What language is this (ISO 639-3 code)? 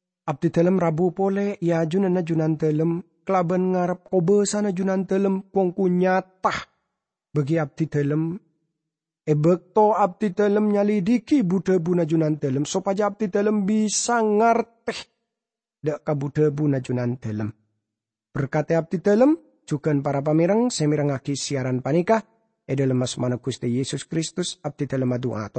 mad